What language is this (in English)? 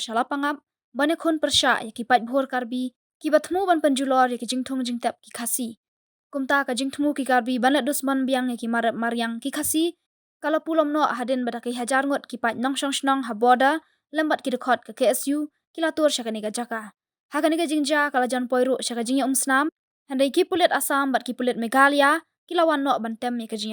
Khasi